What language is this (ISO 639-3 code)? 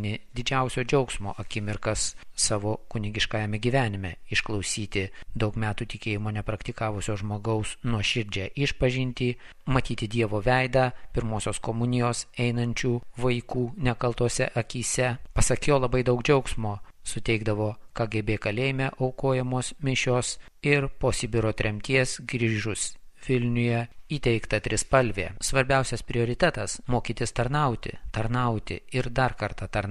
lit